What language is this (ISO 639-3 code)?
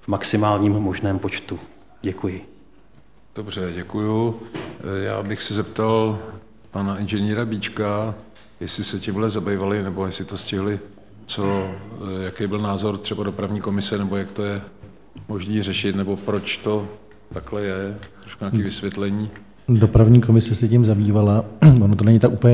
ces